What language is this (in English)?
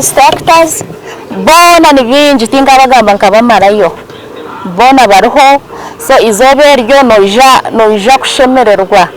Nyankole